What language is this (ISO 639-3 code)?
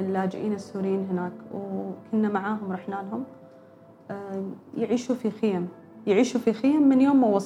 afb